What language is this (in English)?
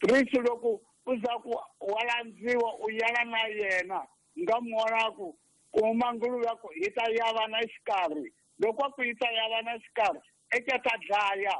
Tsonga